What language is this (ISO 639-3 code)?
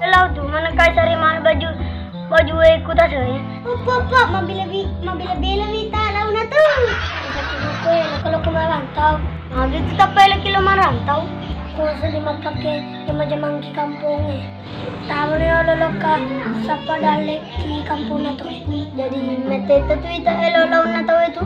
bug